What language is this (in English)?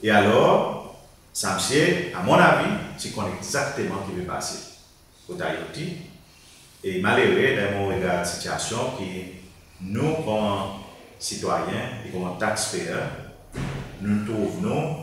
Seselwa Creole French